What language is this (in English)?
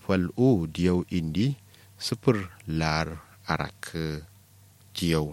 Kanuri